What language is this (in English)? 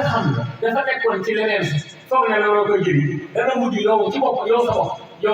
Wolof